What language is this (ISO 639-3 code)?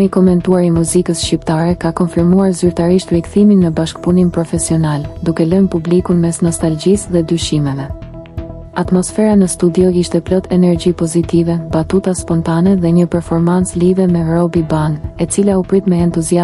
sqi